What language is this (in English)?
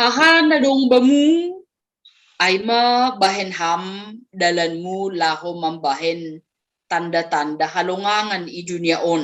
Batak Simalungun